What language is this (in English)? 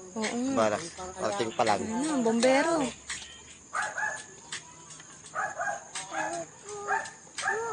Filipino